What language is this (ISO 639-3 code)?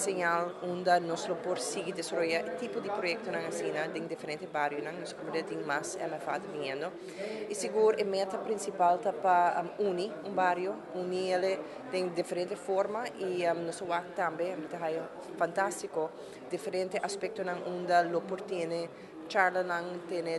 pap